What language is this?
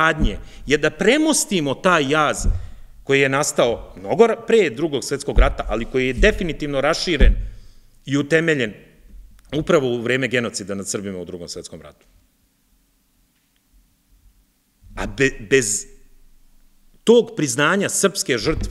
Serbian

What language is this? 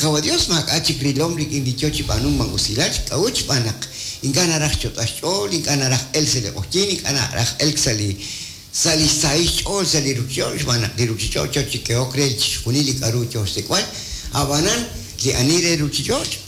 Kekchí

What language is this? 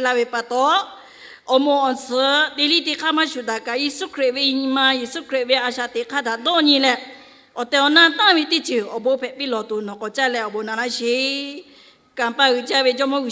Lahu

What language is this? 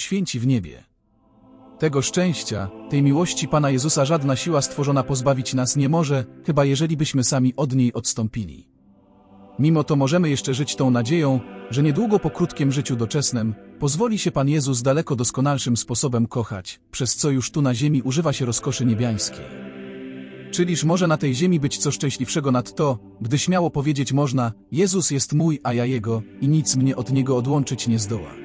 Polish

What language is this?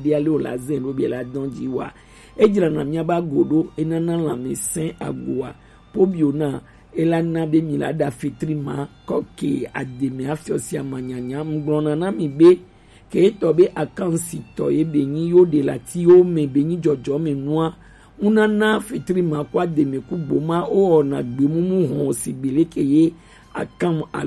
Gen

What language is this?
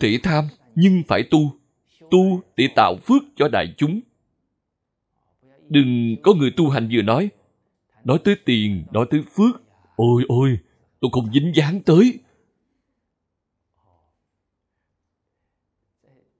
Vietnamese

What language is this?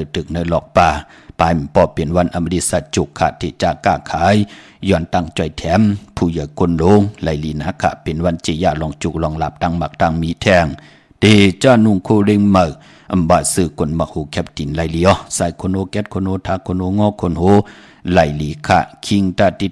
Shan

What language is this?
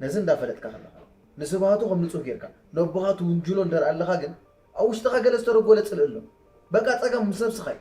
Tigrinya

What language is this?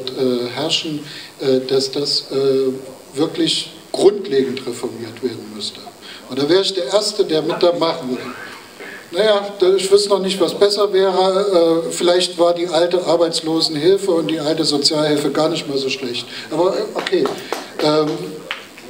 German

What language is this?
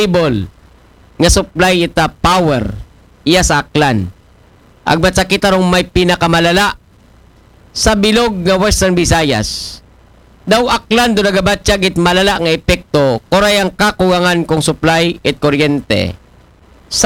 Aklanon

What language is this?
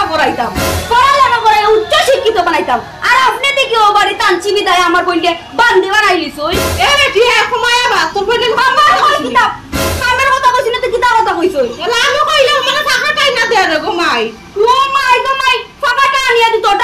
Sylheti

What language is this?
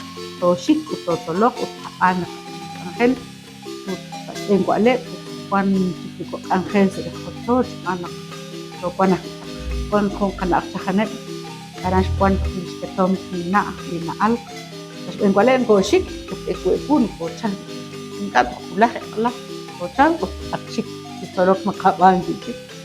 Kekchí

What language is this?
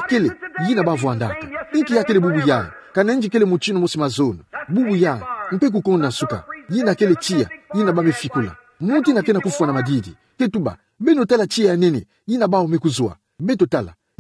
Kituba (Democratic Republic of Congo)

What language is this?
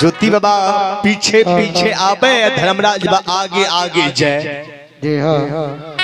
Maithili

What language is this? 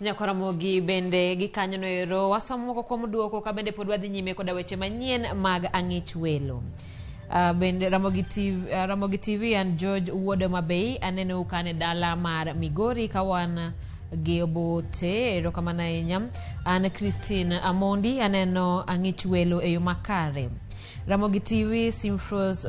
Luo (Kenya and Tanzania)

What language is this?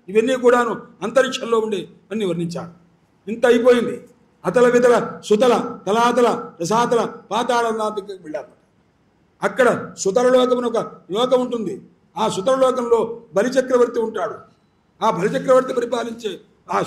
Telugu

